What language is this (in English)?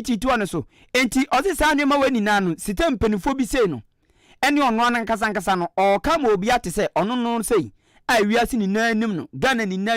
Akan